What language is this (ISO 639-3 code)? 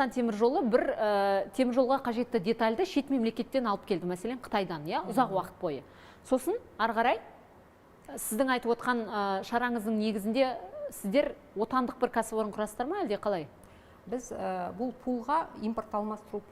kaz